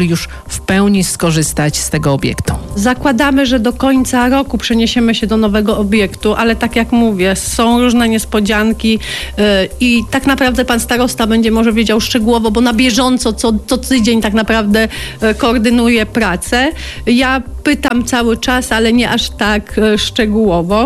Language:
Polish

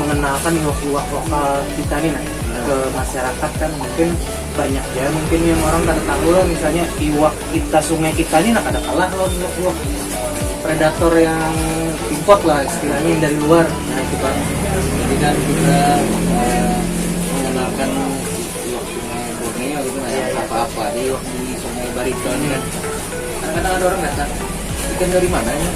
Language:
Banjar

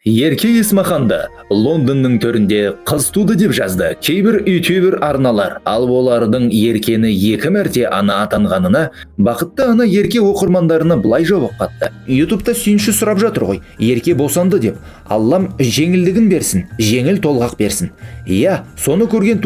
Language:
Kazakh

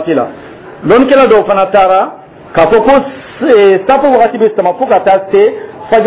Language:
Dyula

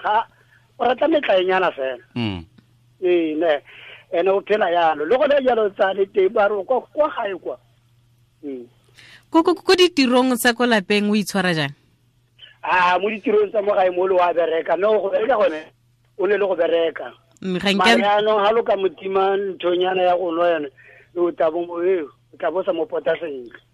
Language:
Tswana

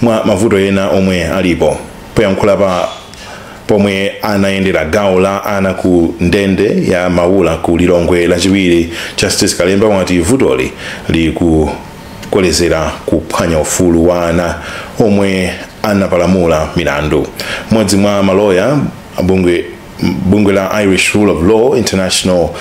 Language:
Nyanja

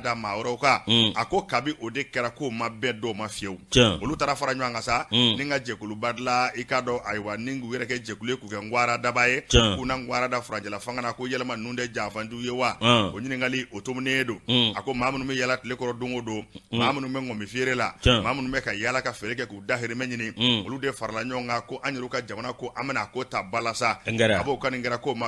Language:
Bambara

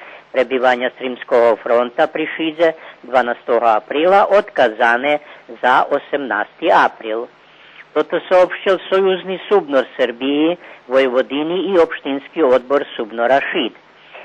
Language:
Rusyn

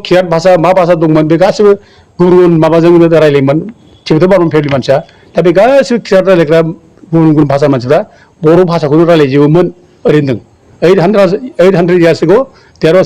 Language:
Bodo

